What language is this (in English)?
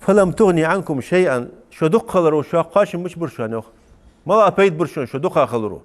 Ingush